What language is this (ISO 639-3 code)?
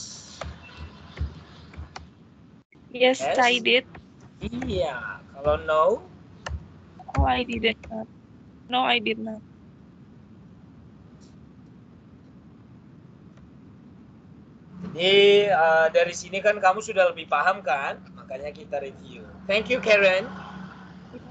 ind